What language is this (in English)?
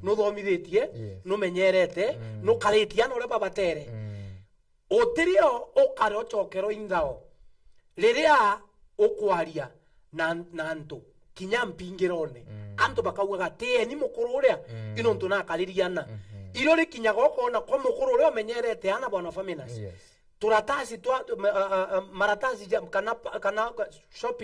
Meru